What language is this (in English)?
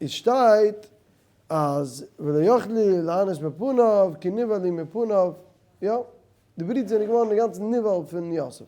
Yiddish